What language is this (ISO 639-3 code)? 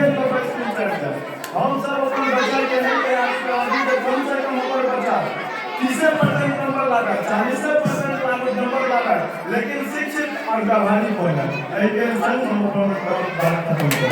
mai